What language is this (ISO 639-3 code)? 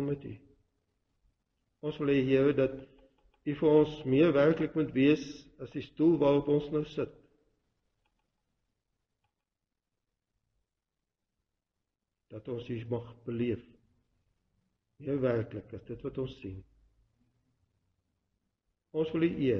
afr